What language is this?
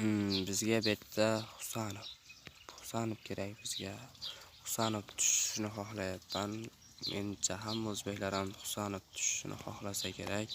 Uzbek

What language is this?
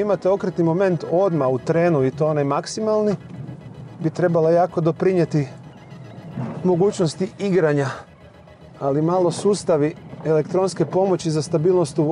Croatian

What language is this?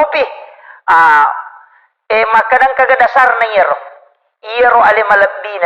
Buginese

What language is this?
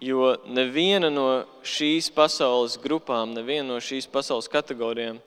Latvian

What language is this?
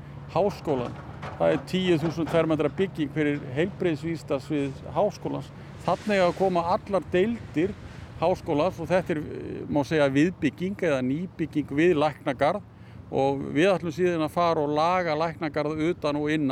Icelandic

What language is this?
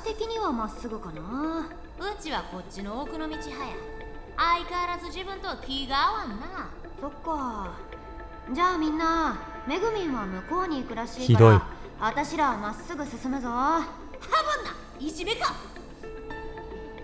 Japanese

